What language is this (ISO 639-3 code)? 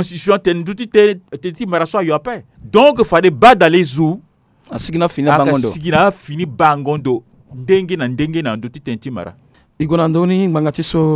sag